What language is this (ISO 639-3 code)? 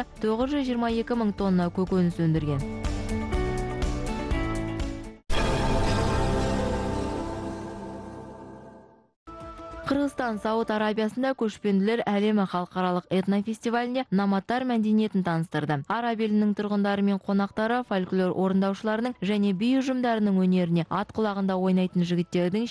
kaz